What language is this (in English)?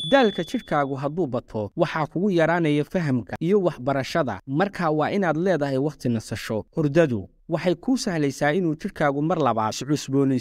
Somali